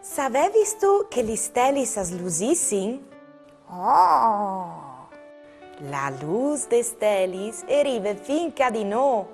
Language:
Friulian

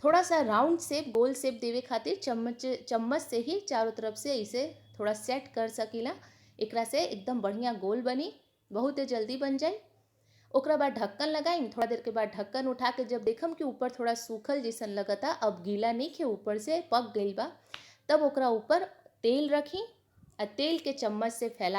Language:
Bhojpuri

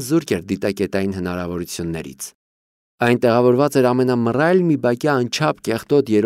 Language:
Armenian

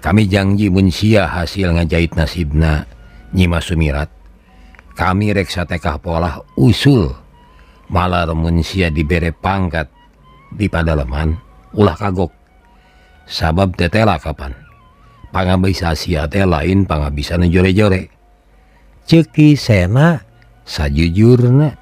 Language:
Sundanese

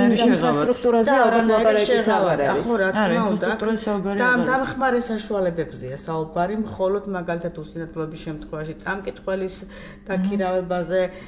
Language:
Georgian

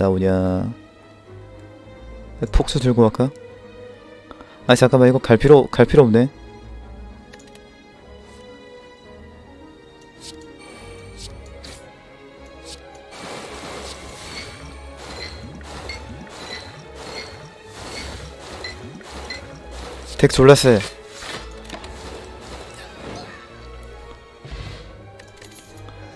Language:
Korean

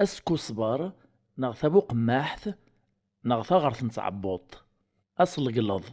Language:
Kabyle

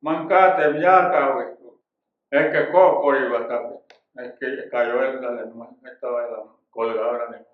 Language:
Mayo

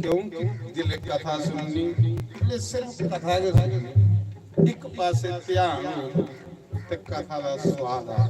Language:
Dogri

